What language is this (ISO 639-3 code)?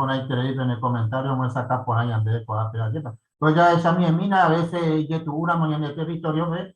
grn